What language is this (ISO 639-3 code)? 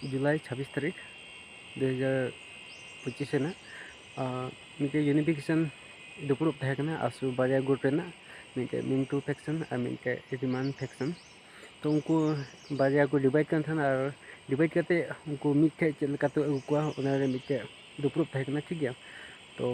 sat